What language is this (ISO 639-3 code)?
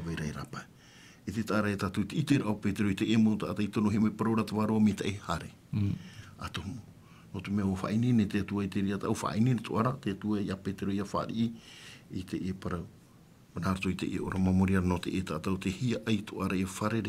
tah